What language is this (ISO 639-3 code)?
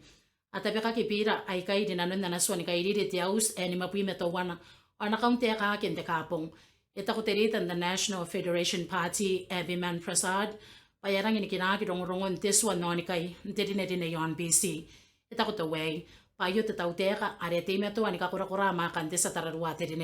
gil